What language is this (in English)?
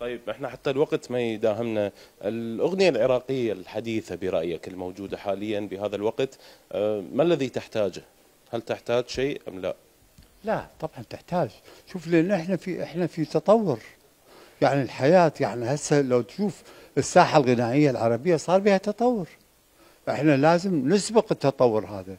Mesopotamian Arabic